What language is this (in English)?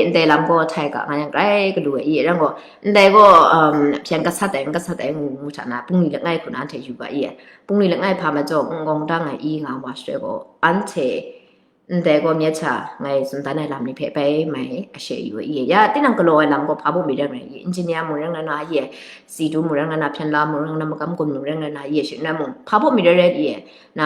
Kachin